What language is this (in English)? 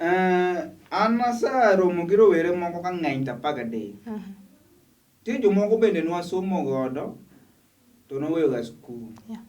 Luo (Kenya and Tanzania)